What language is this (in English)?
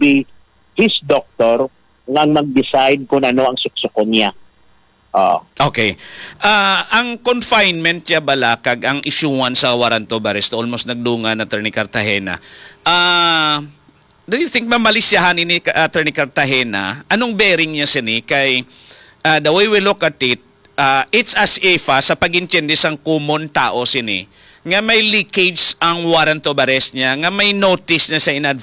Hiligaynon